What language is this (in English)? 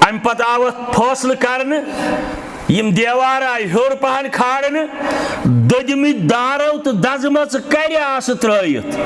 Kashmiri